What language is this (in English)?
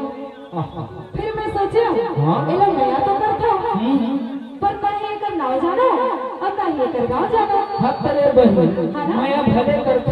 Chhattisgarhi